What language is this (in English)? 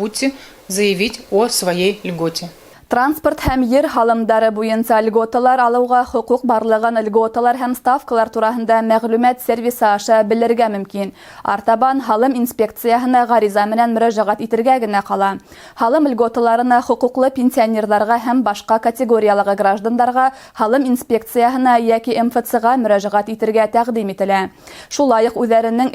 Bashkir